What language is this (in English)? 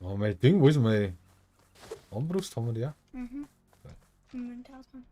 Bavarian